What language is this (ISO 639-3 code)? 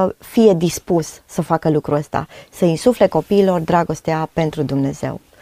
ron